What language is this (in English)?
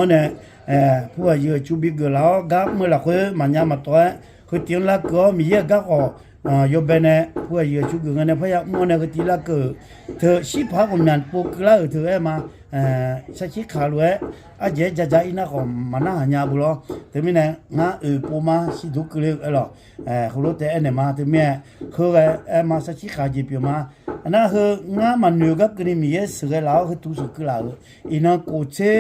Akha